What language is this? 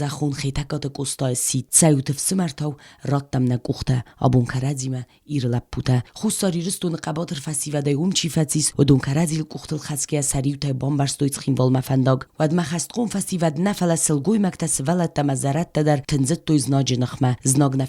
Ossetic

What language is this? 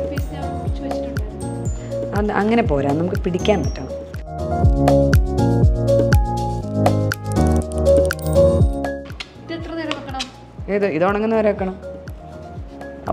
Malayalam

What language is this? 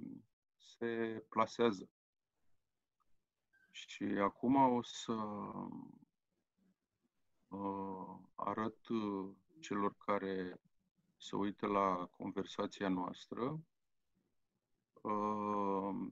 Romanian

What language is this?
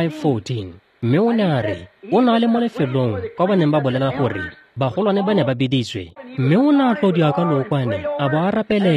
Tswana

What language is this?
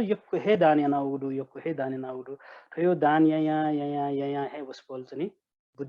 Newari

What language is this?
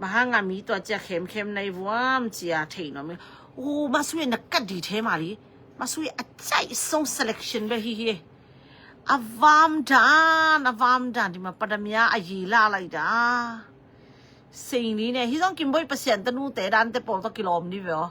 Tedim Chin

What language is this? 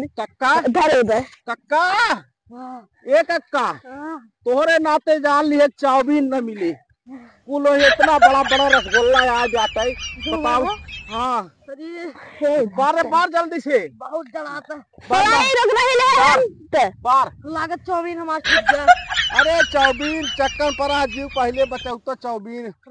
Awadhi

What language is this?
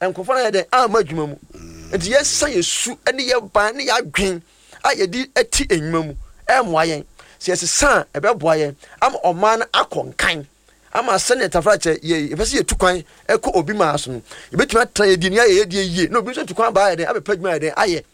Akan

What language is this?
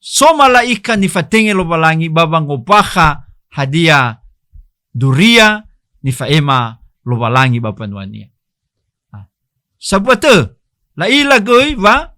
Nias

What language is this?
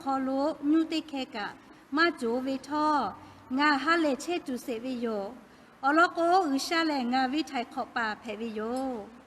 Lahu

